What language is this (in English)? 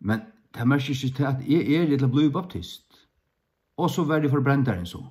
Faroese